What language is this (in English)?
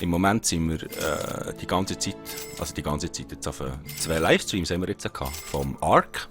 Swiss German